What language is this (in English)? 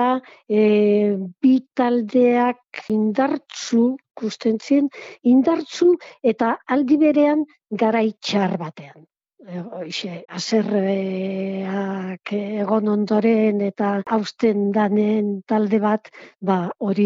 Basque